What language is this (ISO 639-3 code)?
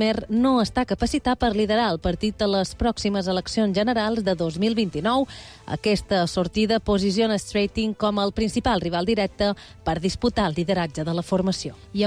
cat